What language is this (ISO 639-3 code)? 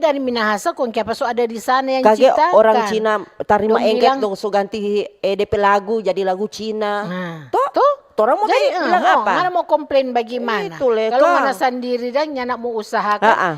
xmm